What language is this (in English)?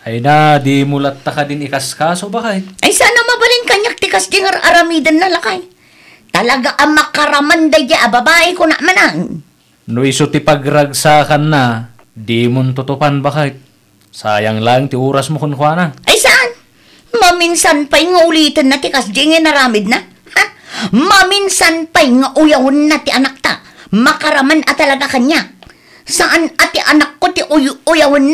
Iloko